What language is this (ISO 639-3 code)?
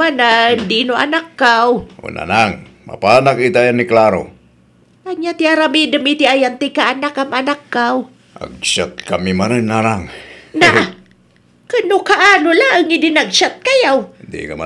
ilo